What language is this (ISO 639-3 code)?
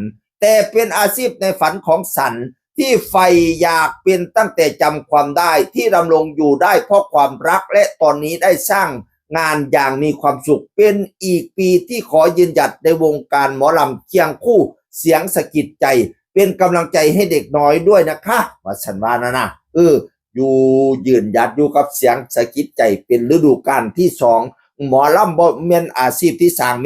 tts